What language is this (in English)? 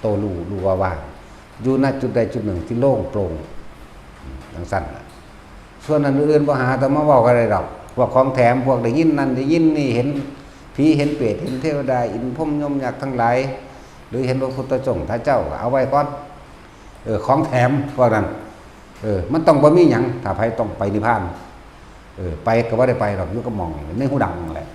Northeastern Thai